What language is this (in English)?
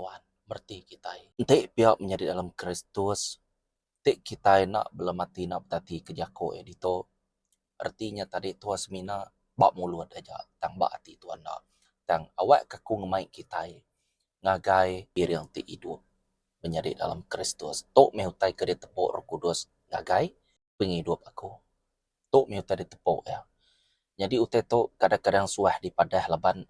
Iban